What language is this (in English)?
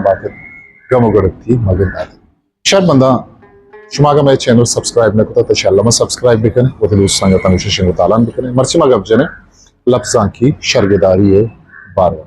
Eastern Balochi